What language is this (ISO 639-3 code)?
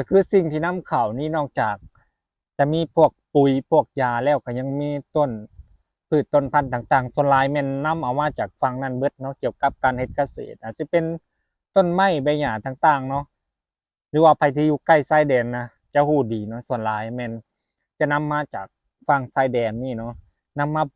lao